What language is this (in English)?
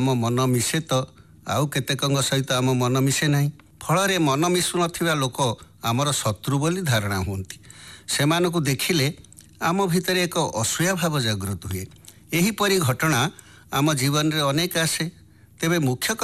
Odia